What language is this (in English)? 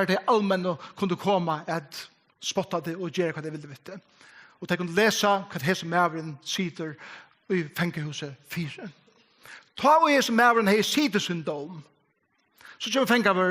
Faroese